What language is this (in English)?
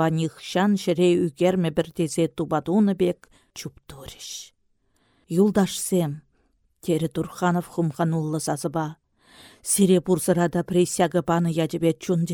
Chuvash